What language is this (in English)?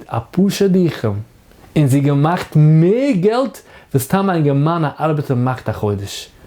Yiddish